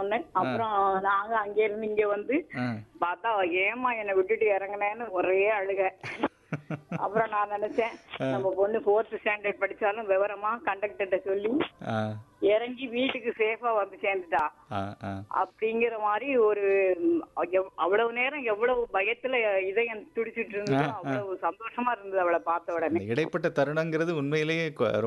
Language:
Tamil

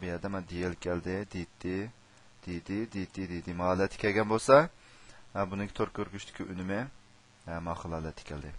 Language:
Uyghur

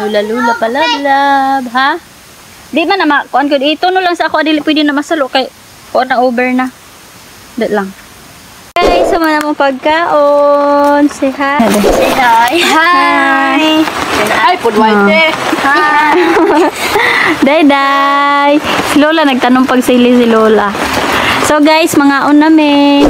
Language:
Cebuano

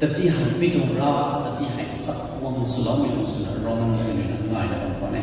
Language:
Rongmei Naga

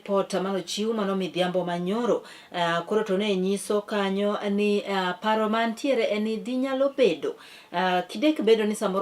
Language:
Luo (Kenya and Tanzania)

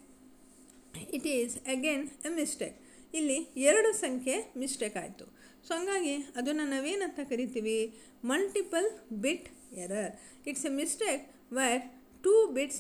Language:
Kannada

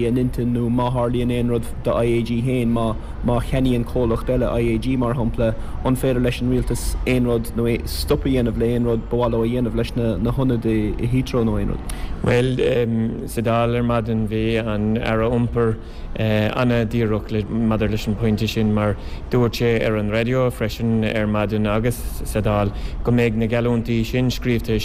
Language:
Irish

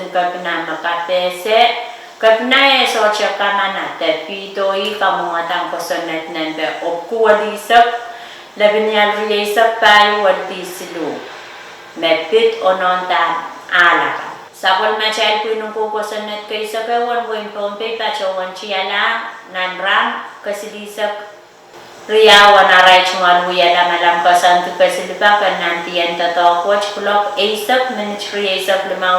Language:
Pohnpeian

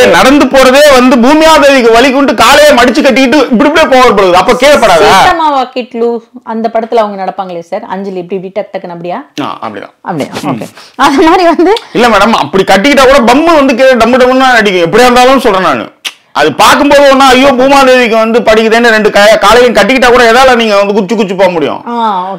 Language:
Tamil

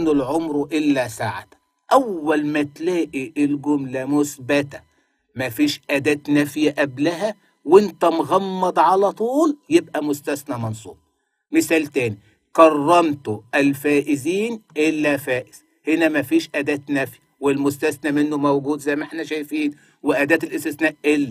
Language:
Egyptian Arabic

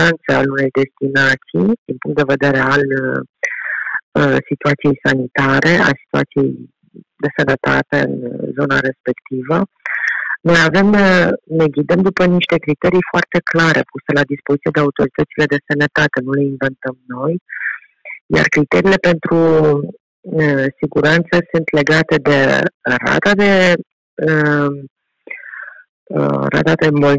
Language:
Romanian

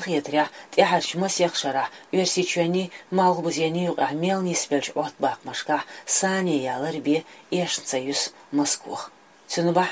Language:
Chechen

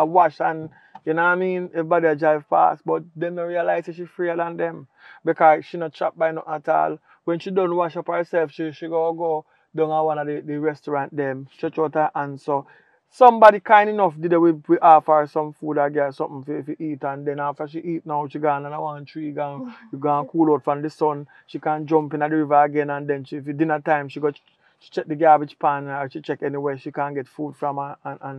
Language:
Jamaican Creole English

